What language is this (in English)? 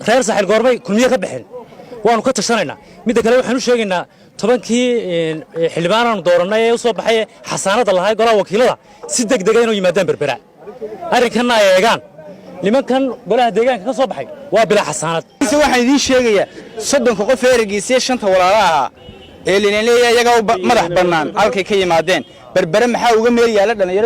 Somali